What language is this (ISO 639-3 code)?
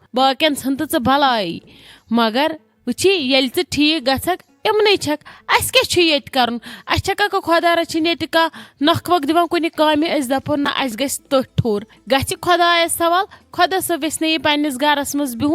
kas